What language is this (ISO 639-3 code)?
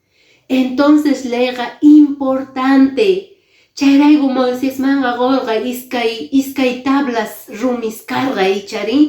que